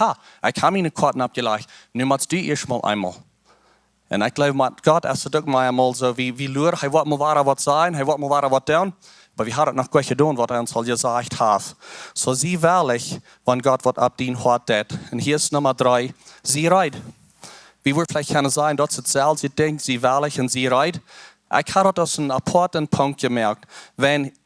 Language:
Plautdietsch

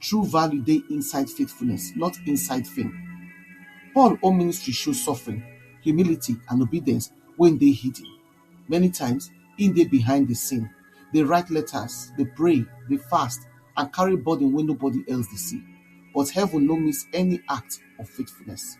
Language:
Nigerian Pidgin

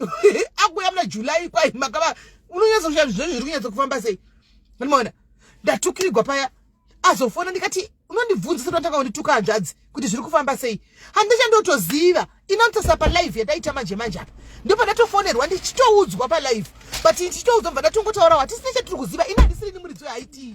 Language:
Shona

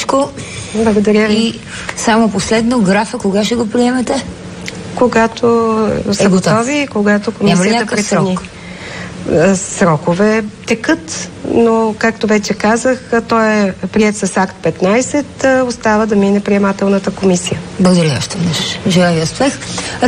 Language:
Bulgarian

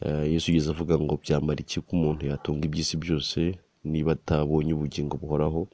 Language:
Kinyarwanda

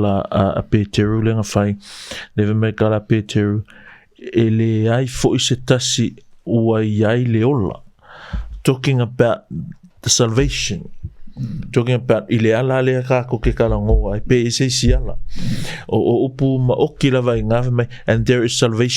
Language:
Samoan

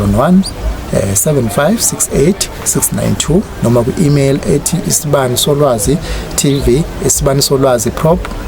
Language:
Zulu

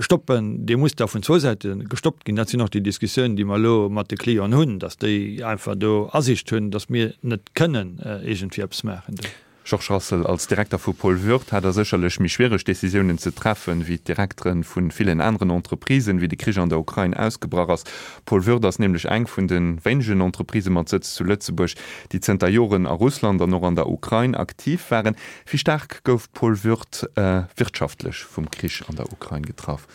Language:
Luxembourgish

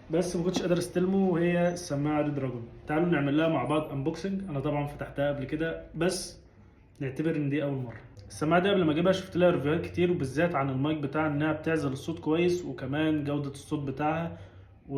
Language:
Egyptian Arabic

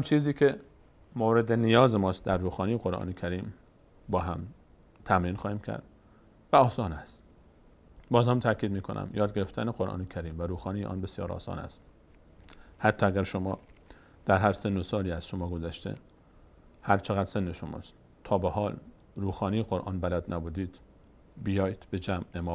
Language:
Persian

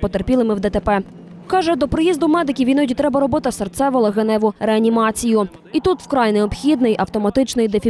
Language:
Ukrainian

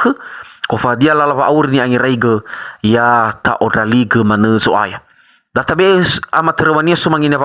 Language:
Nias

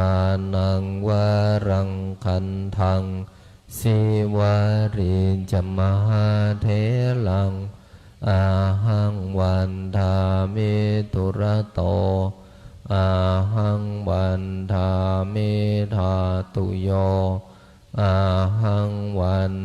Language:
Pali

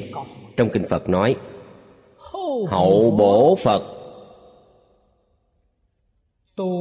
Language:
Vietnamese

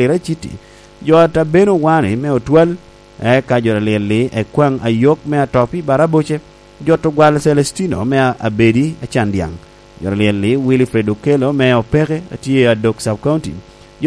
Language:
Lango (Uganda)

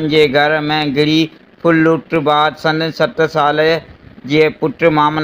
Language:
Sindhi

